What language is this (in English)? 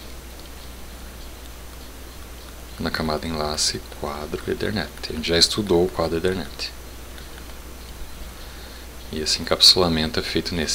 Portuguese